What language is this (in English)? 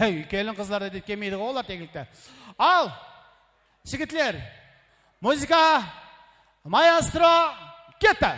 Kara-Kalpak